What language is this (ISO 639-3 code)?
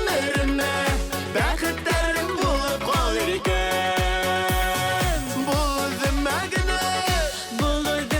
bak